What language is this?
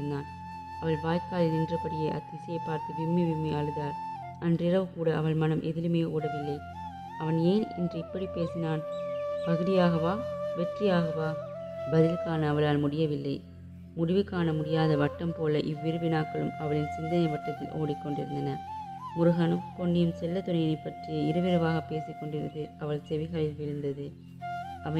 Tamil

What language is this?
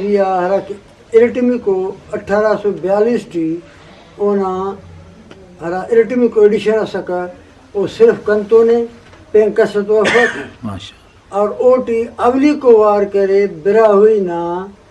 Brahui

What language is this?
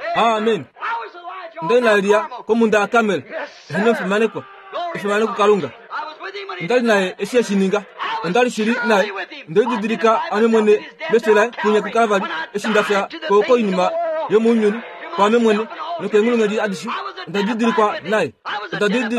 Kuanyama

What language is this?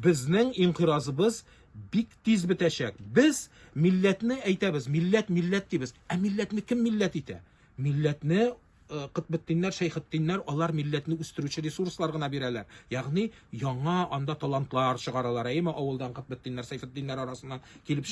Tatar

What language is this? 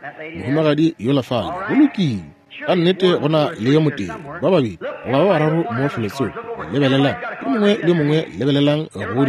Northern Sotho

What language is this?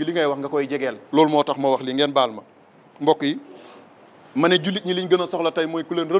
Wolof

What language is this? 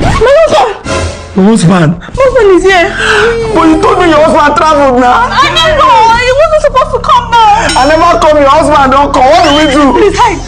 Nigerian Pidgin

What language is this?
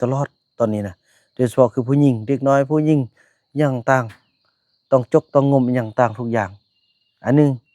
Northeastern Thai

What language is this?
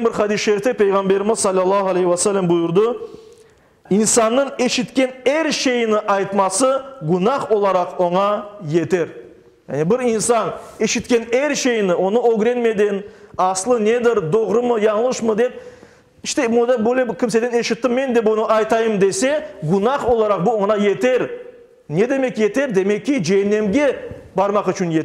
Crimean Tatar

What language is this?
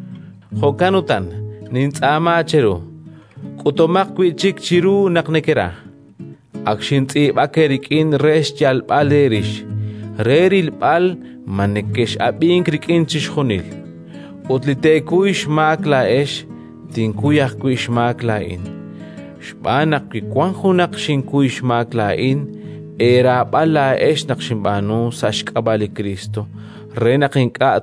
Kekchí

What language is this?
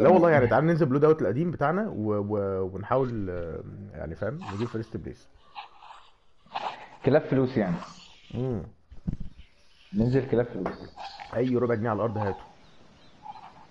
Egyptian Arabic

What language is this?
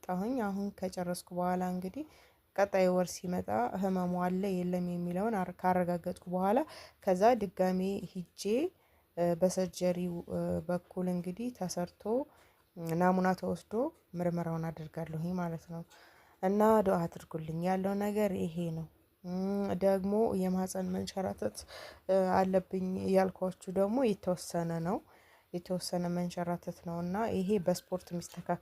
Amharic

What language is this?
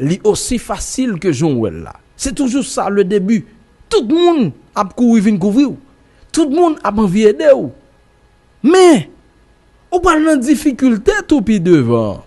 Haitian Creole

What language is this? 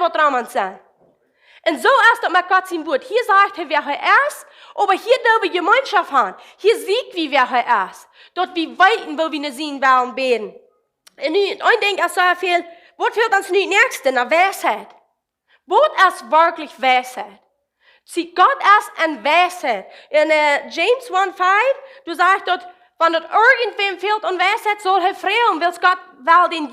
Plautdietsch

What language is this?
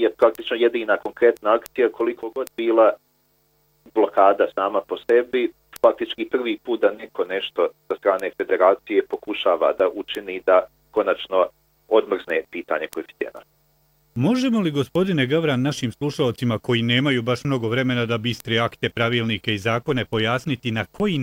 Bosnian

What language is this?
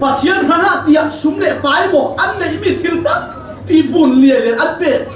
Falam Chin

